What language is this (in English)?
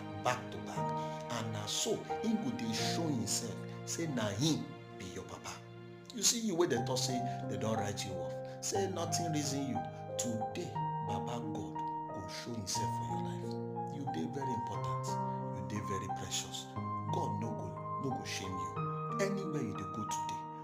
Nigerian Pidgin